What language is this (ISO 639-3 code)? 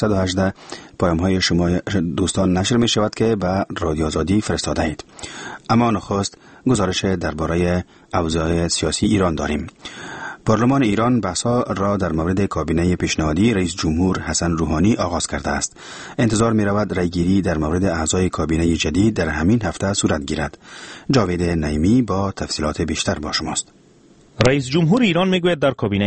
fas